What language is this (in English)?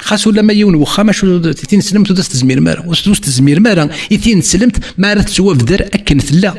Kabyle